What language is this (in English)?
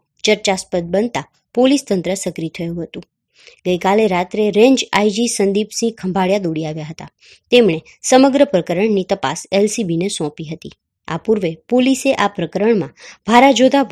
Gujarati